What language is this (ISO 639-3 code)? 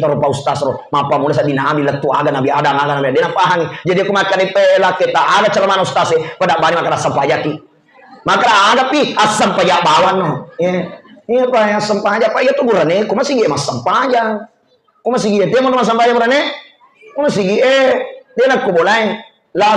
bug